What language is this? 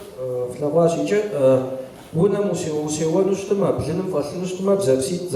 Kabardian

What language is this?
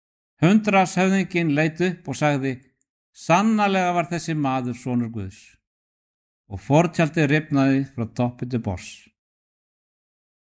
Icelandic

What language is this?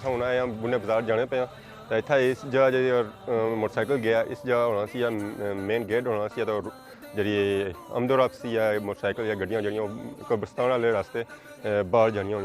Pahari-Potwari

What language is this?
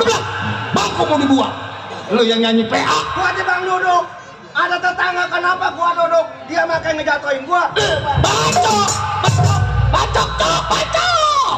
Betawi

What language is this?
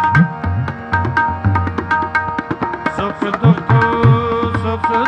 Punjabi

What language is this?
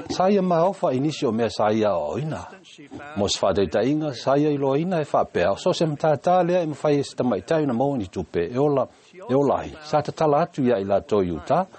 Samoan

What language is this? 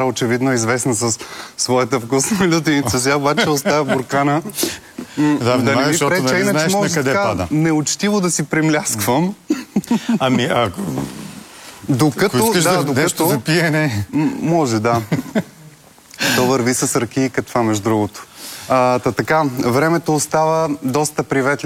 Bulgarian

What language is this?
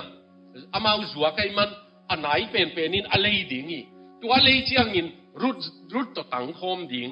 Tedim Chin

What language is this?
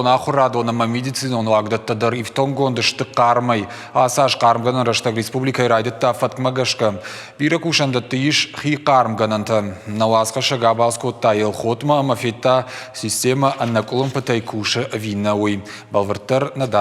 Ossetic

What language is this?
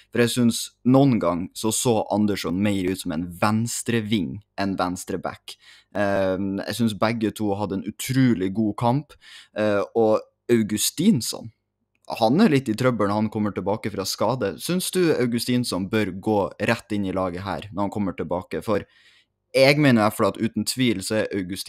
Norwegian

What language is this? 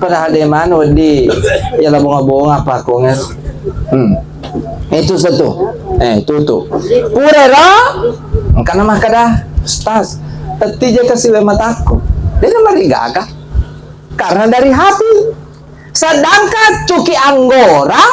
Buginese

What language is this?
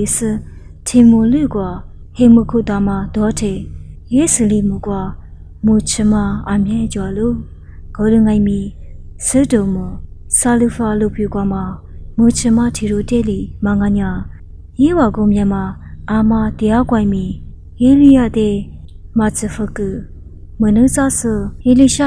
Lisu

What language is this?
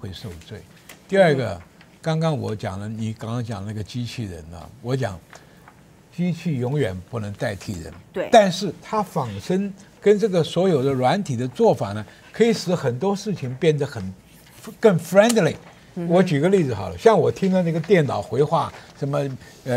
Chinese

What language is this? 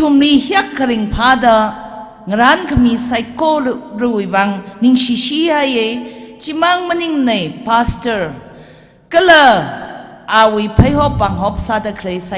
Tangkhul Naga (India)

